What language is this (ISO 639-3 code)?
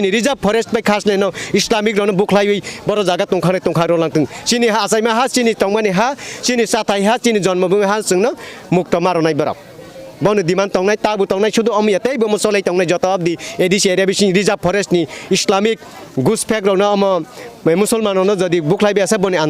trp